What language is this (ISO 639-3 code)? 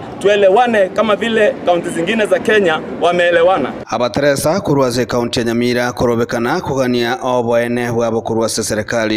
guz